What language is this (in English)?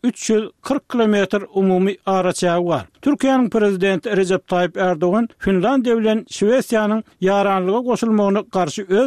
Turkmen